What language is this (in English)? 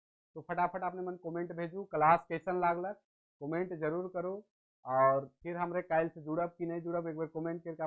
Sadri